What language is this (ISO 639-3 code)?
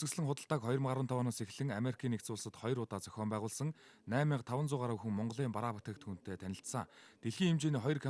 mon